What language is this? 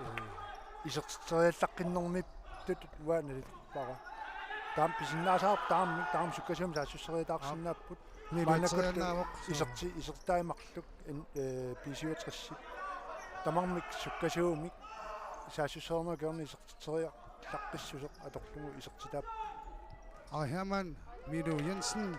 Kalaallisut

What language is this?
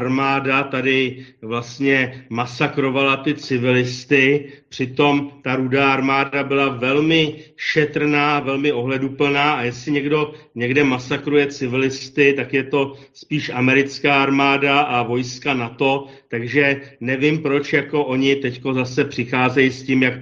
Czech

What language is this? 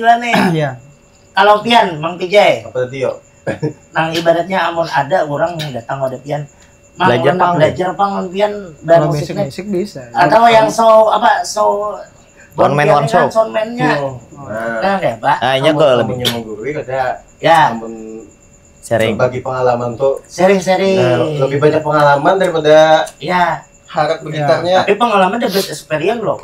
Banjar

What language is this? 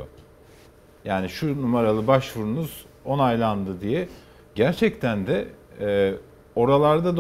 Turkish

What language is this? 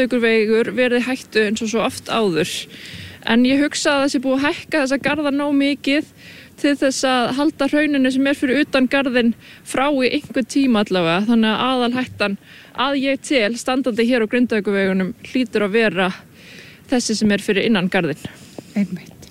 Icelandic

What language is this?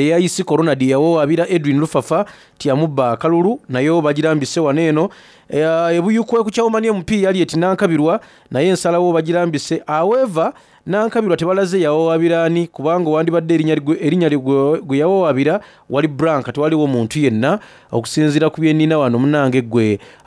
Soga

